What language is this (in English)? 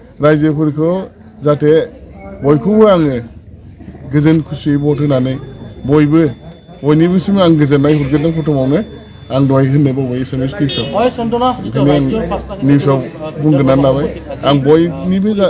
Bodo